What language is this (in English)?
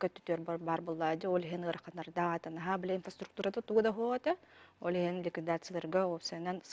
Yakut